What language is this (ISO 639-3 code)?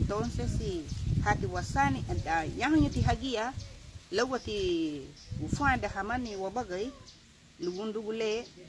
cab